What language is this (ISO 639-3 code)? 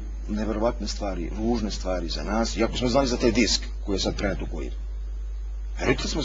srp